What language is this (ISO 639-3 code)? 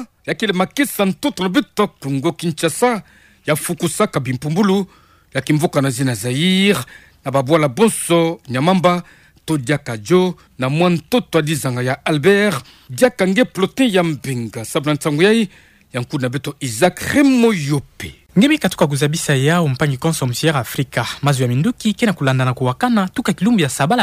ktu